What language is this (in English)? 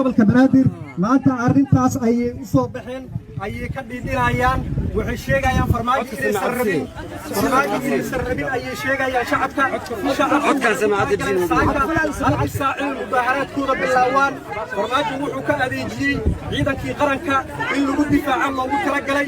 Somali